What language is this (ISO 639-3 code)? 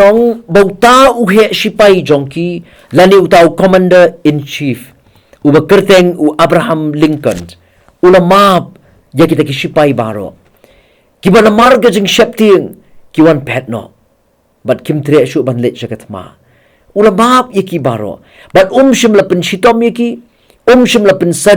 kha